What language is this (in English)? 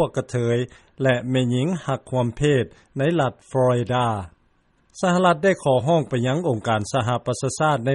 Lao